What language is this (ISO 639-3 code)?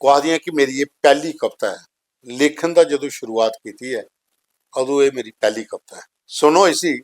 doi